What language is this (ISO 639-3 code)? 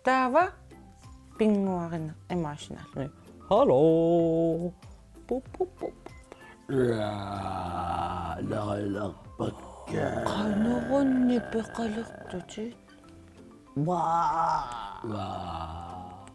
kal